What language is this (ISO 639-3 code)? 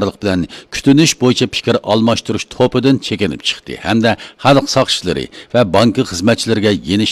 uig